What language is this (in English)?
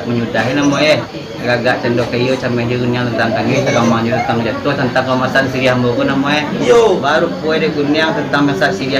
Minangkabau